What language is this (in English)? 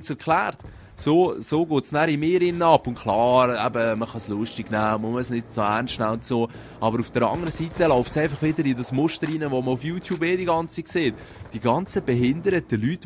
Swiss German